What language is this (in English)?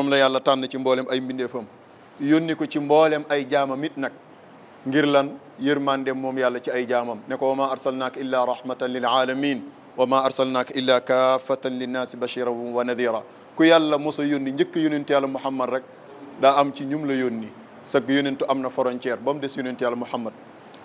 Wolof